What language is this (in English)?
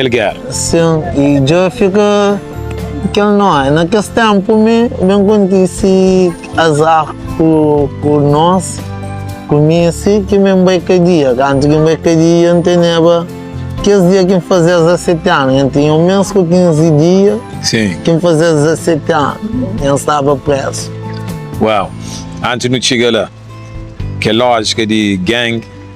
Kabuverdianu